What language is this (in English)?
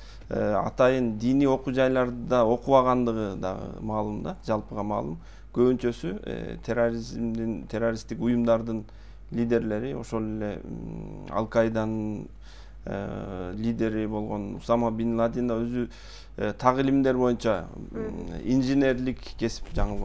Kyrgyz